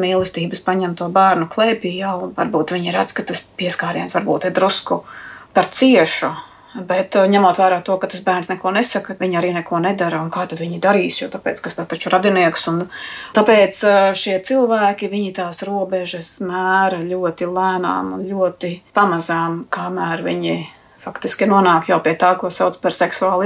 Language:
Latvian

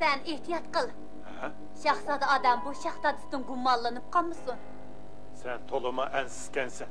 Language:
Uyghur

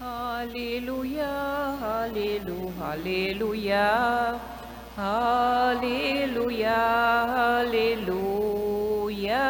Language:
Papiamento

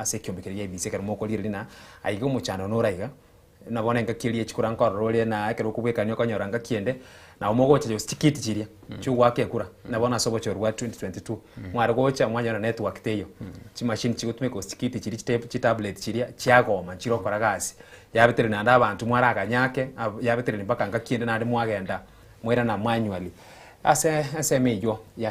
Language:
Gusii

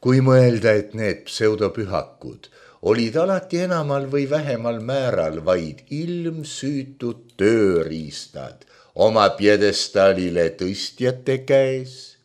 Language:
Estonian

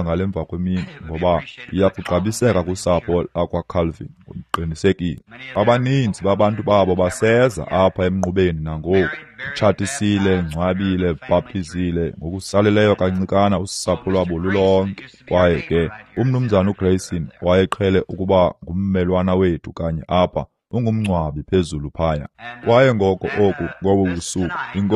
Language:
Xhosa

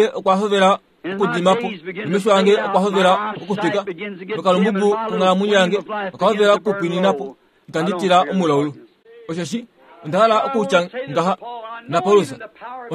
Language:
Kuanyama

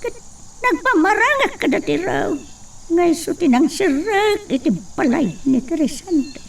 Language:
Iloko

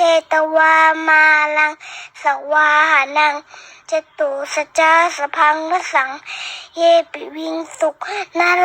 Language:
Pali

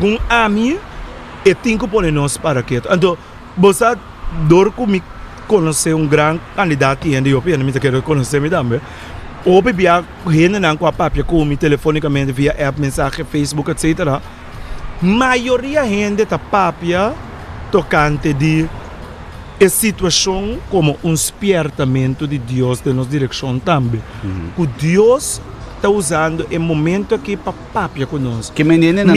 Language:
Papiamento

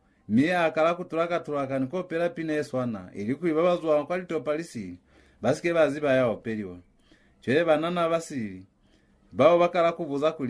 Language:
Lozi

